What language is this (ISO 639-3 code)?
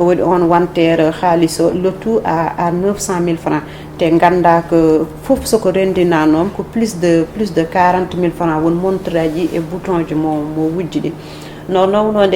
ful